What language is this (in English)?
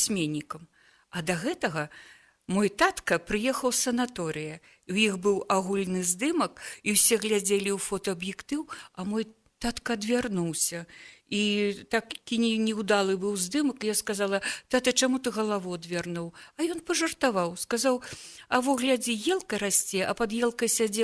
Belarusian